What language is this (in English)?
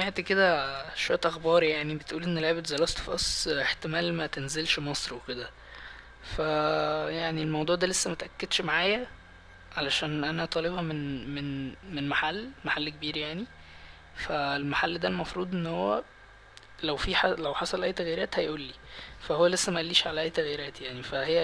Egyptian Arabic